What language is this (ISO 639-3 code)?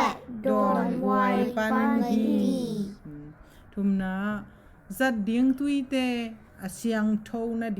ctd